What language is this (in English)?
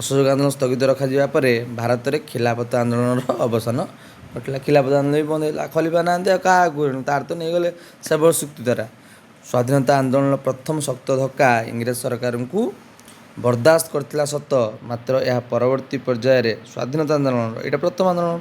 Odia